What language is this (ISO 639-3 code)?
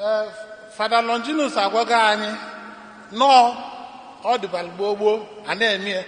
ibo